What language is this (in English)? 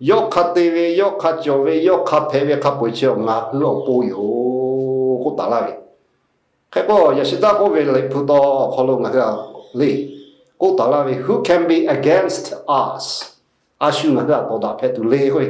Lahu